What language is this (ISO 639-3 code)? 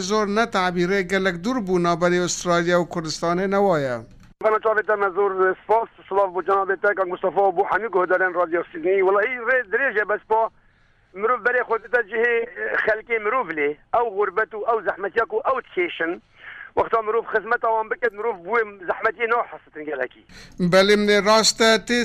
kur